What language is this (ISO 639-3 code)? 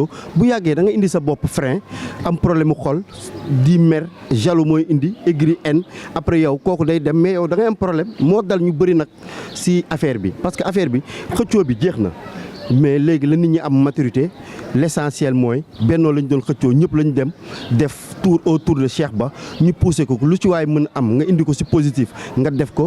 wol